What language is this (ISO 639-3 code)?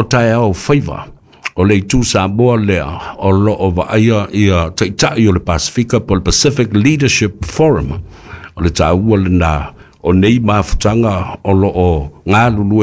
smo